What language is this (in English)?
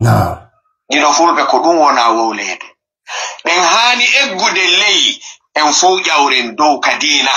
Fula